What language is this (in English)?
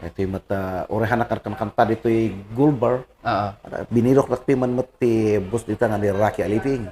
Kankanaey